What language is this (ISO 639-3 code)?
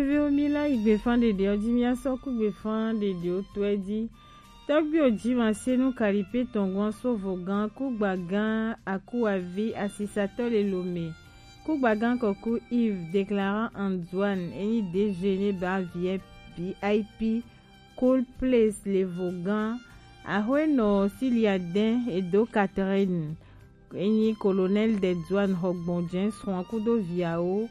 gej